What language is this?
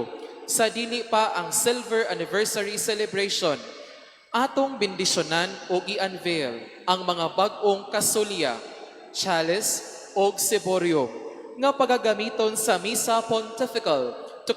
Cebuano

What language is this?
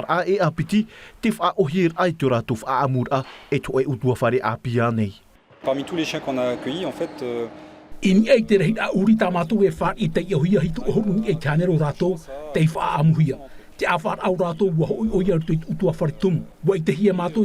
Tahitian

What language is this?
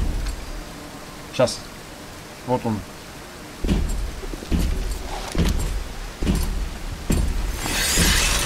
Russian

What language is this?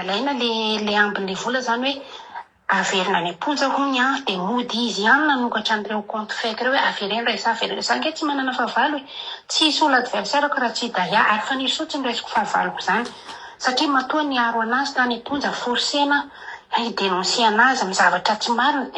Malagasy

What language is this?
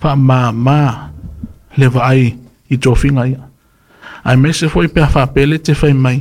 Samoan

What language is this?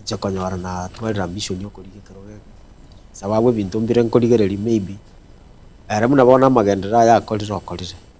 Gusii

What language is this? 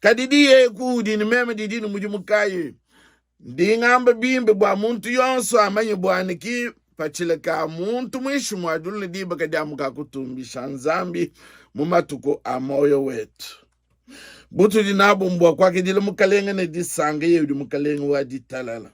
Luba-Lulua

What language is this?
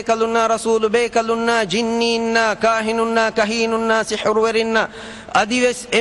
Divehi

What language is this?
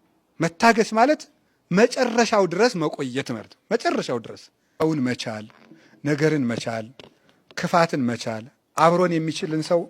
Amharic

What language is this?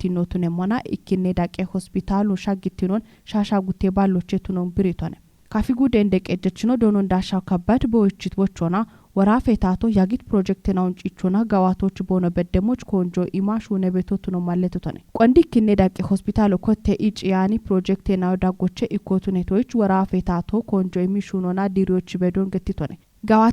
Kafa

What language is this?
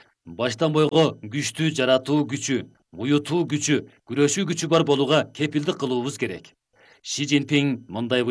Kyrgyz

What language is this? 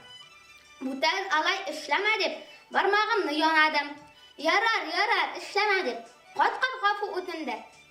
Tatar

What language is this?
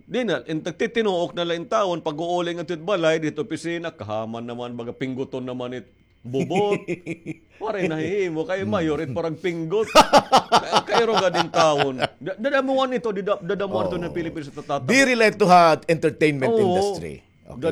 Waray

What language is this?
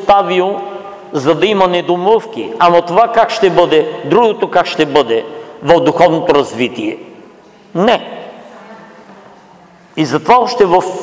Bulgarian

